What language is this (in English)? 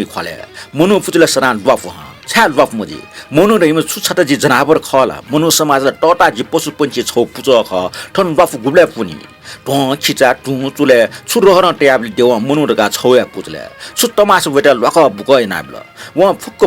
Newari